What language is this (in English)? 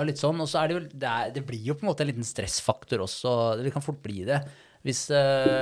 Norwegian